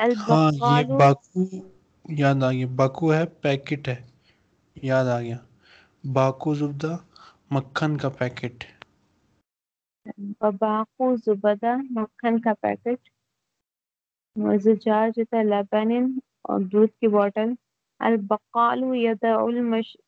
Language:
Urdu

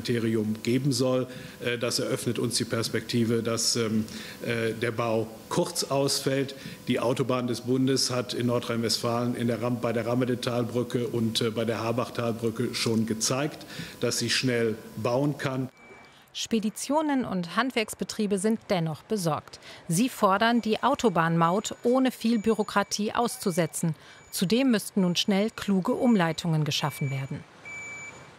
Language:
German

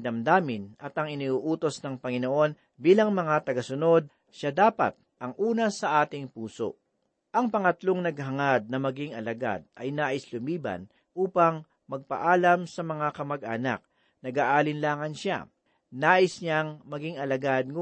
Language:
Filipino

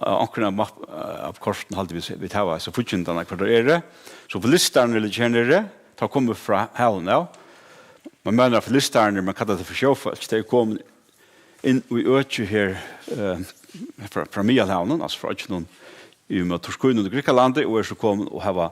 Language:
Faroese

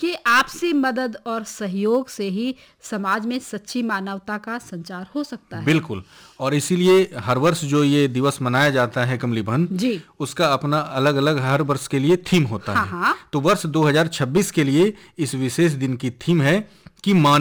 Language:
Hindi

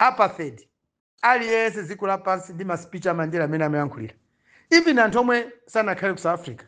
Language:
Nyanja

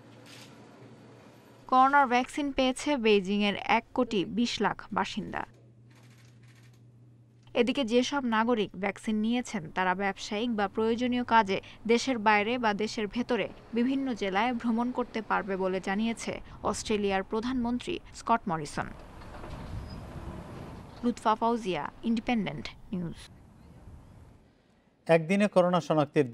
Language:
Bangla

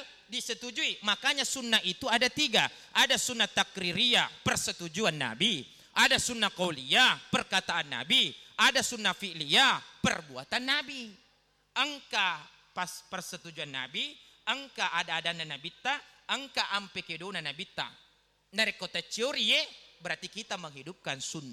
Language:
Buginese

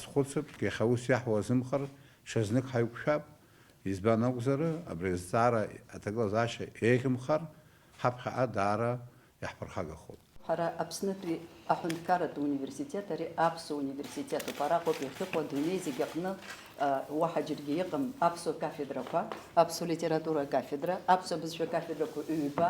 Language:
Abkhazian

